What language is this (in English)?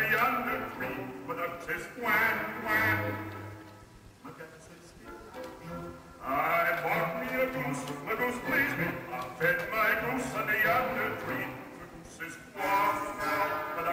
English